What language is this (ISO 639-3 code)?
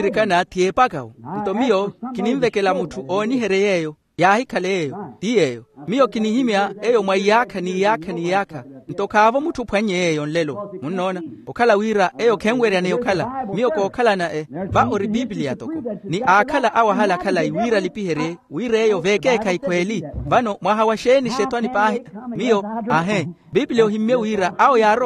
vmw